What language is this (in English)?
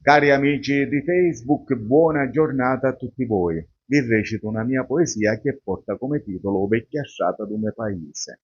Sicilian